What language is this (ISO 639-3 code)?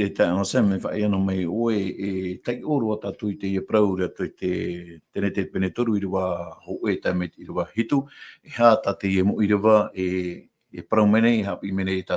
tah